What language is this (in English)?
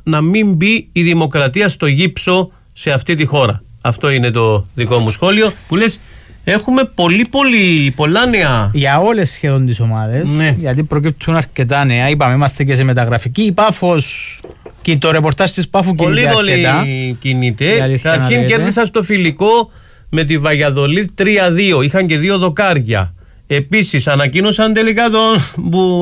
Greek